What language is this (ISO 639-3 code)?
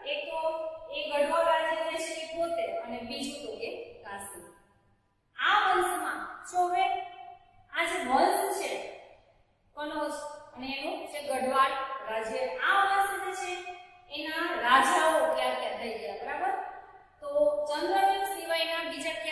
guj